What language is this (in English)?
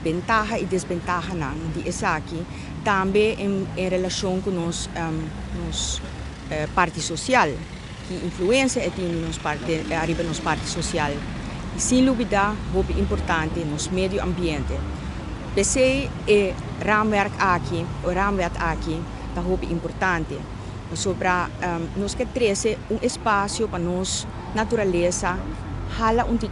Papiamento